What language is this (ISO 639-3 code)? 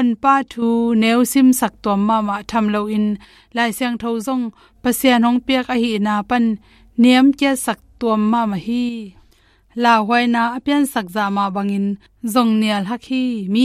ctd